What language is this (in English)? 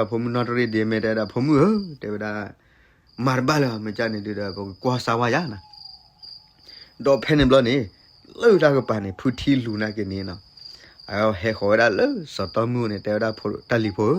S'gaw Karen